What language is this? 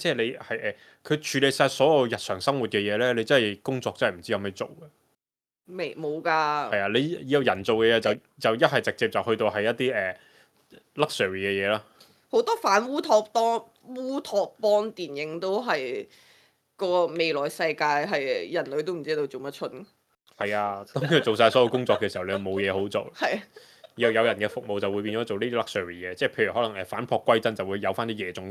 Cantonese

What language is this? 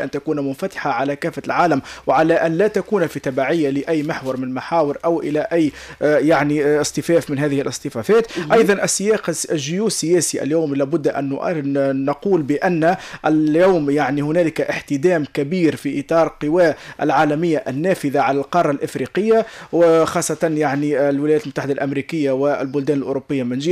Tunisian Arabic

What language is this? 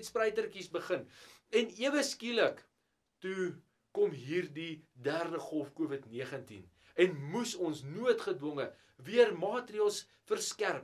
Afrikaans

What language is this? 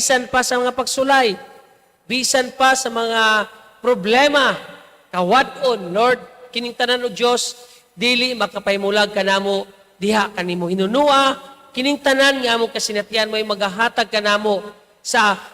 Cebuano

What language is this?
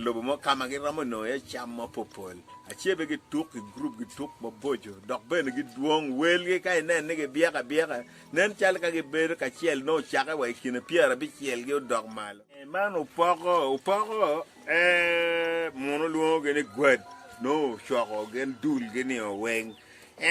Acoli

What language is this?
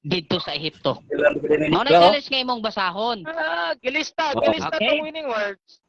Cebuano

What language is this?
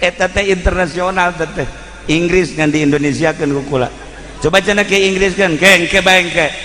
Sundanese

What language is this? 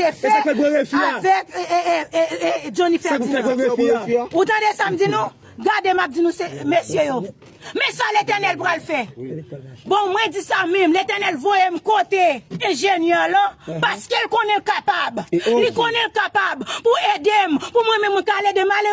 Haitian Creole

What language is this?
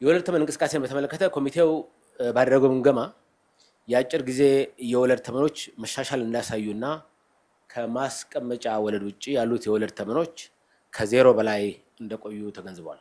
Amharic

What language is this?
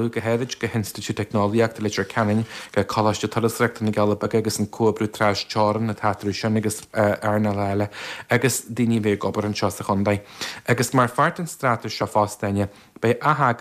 Irish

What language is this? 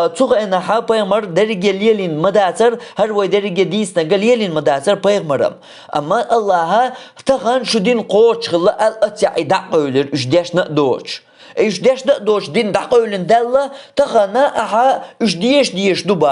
Chechen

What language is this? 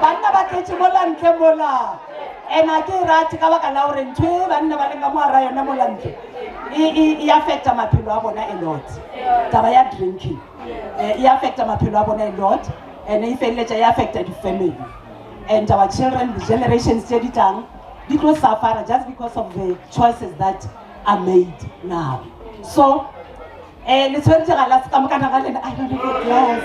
Northern Sotho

